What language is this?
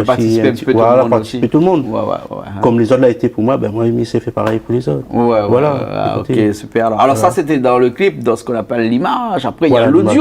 Réunion Creole French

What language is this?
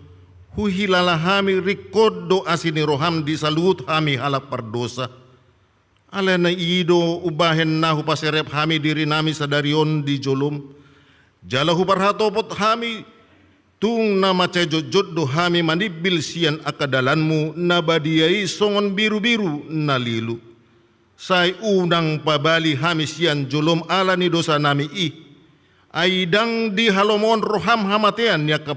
Batak Toba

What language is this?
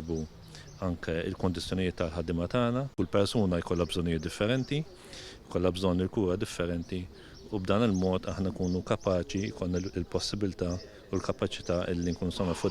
Maltese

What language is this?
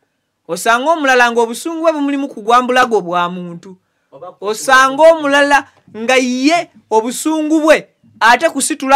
Ganda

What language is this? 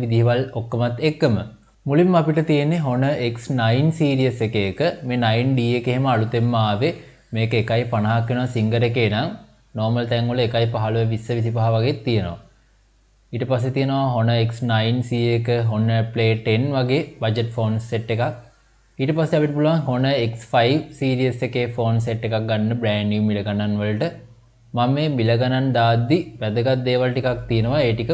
Sinhala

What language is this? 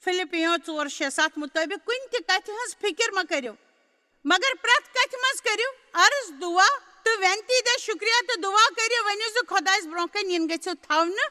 Kashmiri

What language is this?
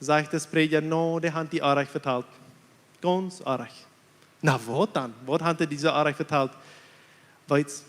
Plautdietsch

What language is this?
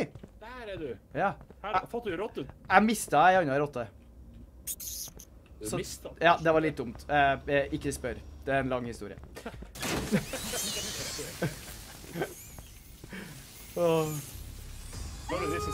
Norwegian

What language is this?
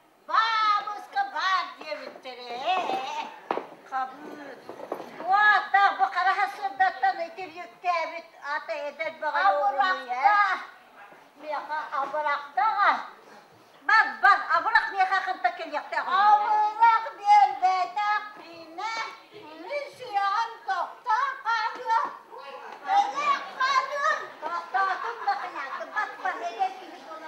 Yakut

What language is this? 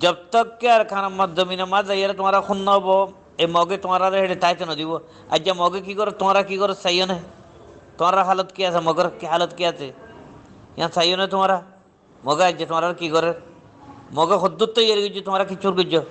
Rohingya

